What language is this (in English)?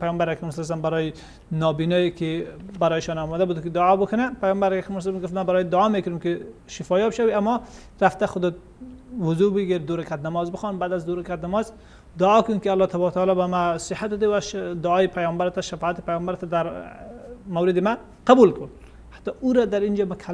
Persian